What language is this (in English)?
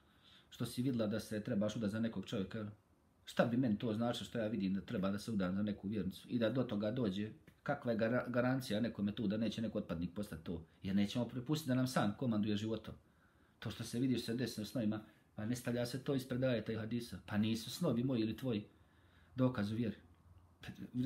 Bosnian